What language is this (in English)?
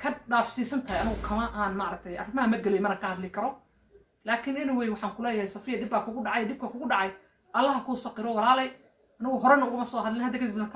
Somali